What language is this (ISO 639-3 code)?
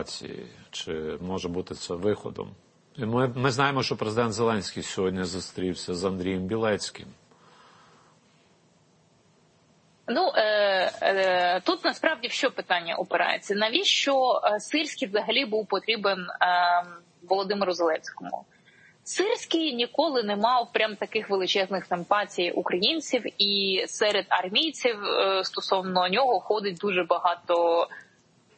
ukr